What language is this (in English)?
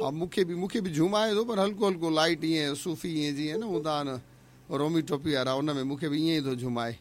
Sindhi